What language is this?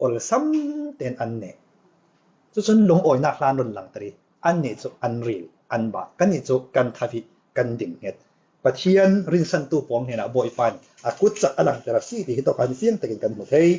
Falam Chin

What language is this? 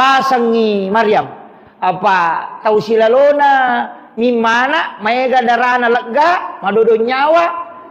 Buginese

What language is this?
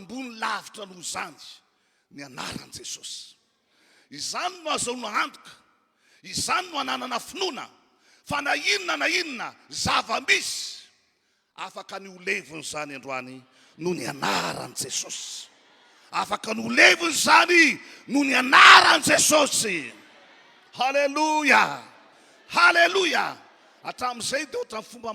Malagasy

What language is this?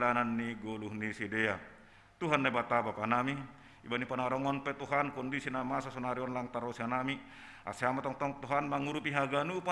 Batak Simalungun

